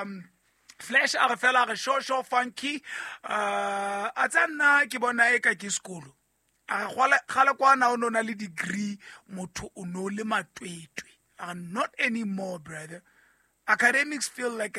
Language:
Southern Sotho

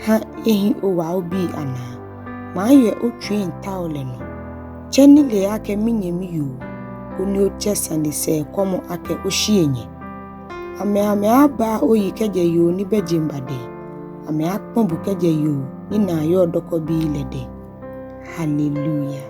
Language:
Ga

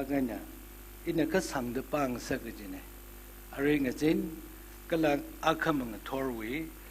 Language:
Tangkhul Naga (India)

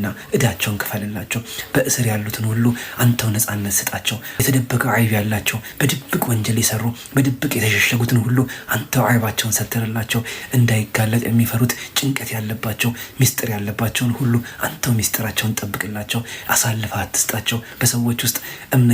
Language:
Amharic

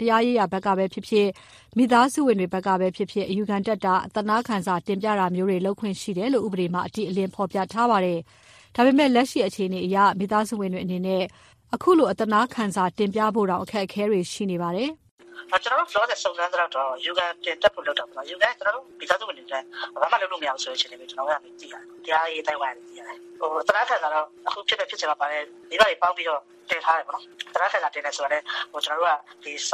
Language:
Burmese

